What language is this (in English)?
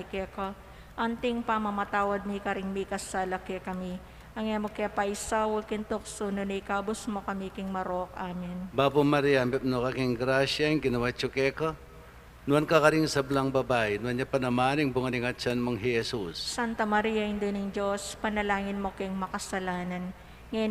Pampanga